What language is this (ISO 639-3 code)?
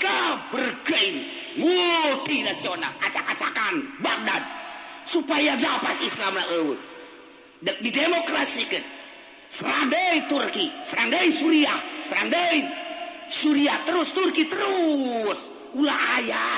sun